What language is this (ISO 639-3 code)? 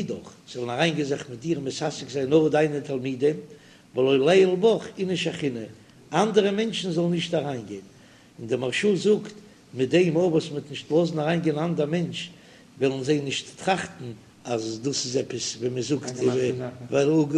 yid